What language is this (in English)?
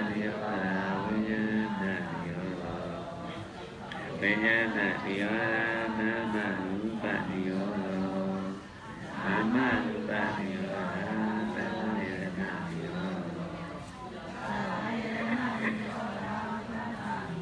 Burmese